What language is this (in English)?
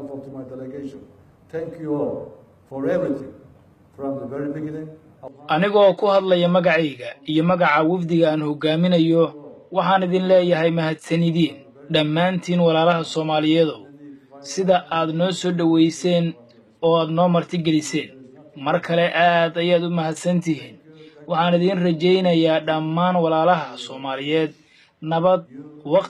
Somali